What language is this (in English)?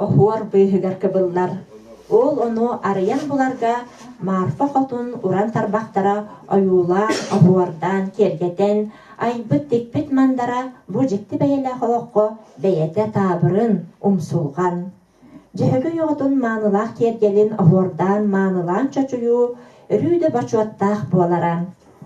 Yakut